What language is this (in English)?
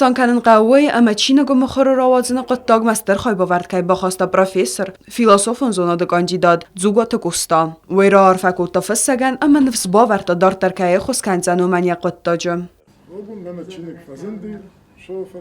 Ossetic